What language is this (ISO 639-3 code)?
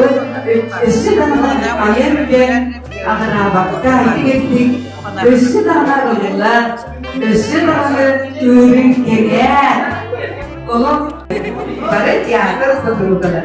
sah